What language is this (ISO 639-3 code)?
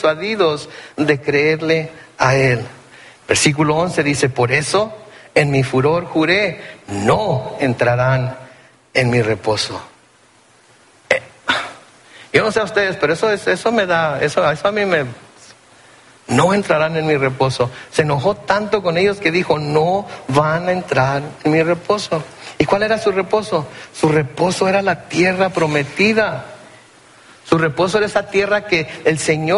spa